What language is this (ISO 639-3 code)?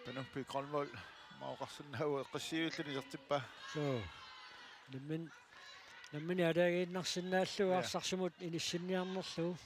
kal